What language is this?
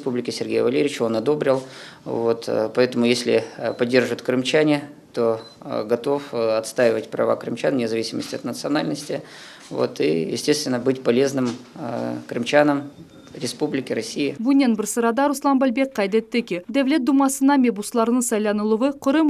Crimean Tatar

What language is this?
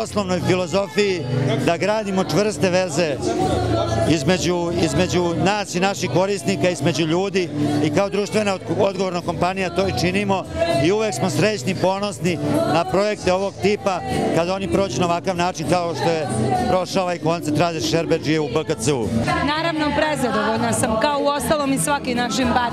Serbian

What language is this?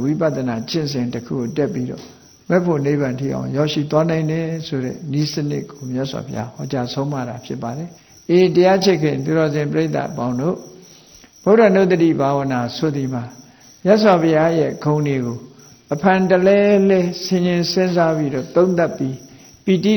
Burmese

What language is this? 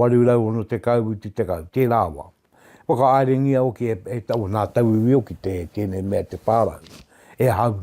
Māori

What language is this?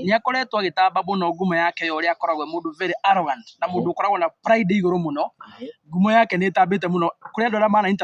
Kikuyu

